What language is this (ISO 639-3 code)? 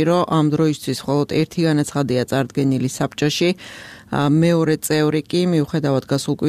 kat